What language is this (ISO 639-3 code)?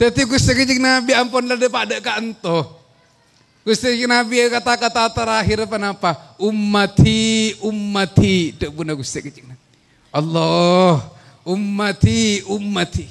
mad